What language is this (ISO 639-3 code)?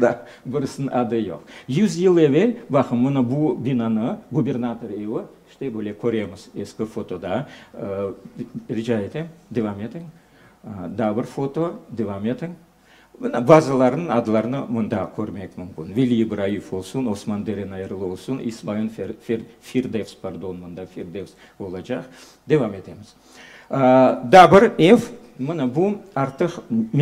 crh